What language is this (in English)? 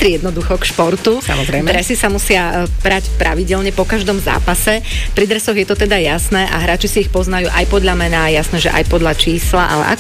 Slovak